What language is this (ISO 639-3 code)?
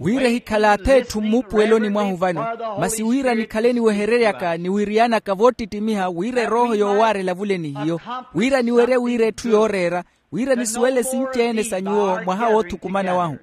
vmw